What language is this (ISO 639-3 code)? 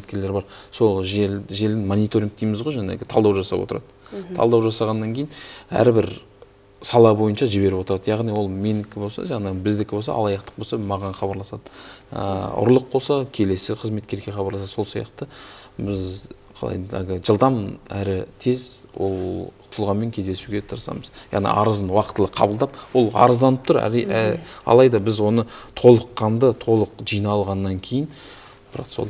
kaz